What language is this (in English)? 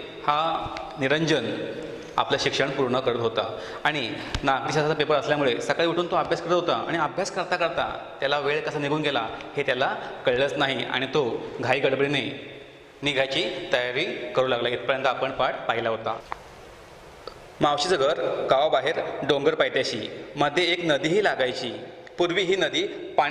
Marathi